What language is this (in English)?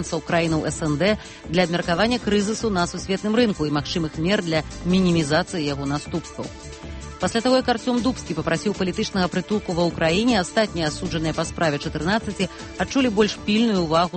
Belarusian